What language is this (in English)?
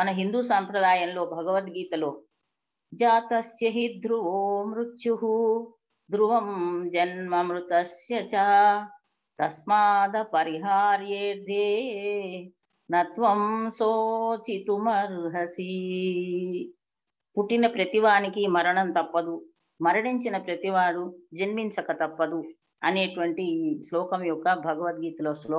Telugu